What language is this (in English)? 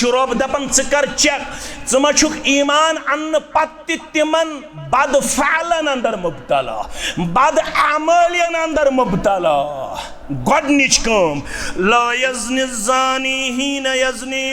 Kashmiri